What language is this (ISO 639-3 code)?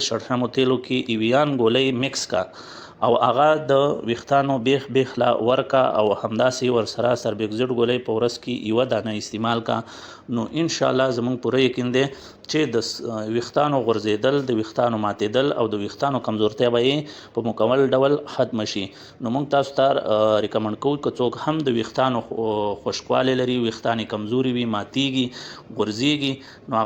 pus